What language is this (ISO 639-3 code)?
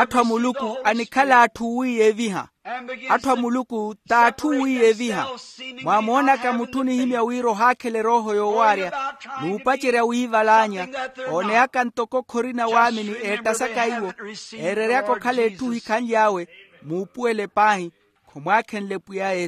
vmw